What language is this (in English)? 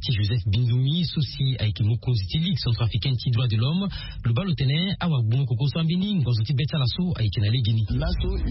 Sango